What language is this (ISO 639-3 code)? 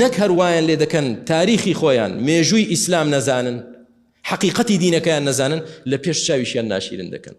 ckb